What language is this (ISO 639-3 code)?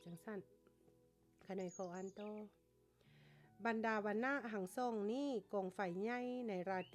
lao